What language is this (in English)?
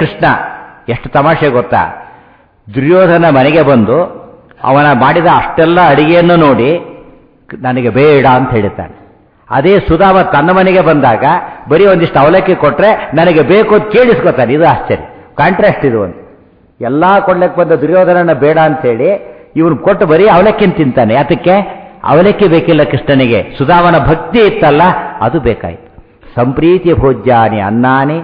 Kannada